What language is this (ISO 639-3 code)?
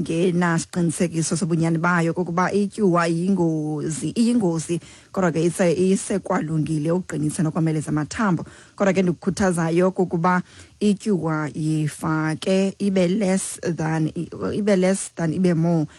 xho